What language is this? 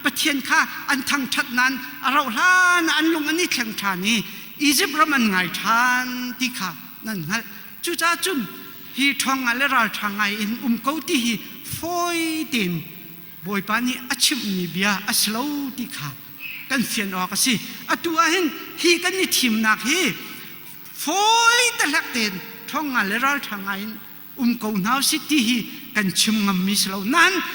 Hakha Chin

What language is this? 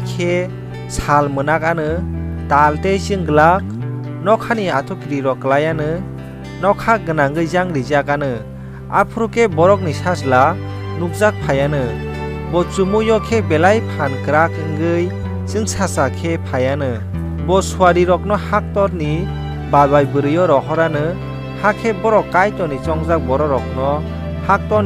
Kok Borok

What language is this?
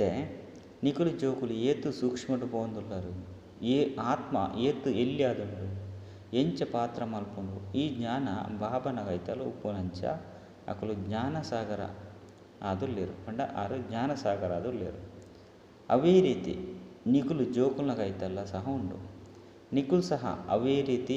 Tulu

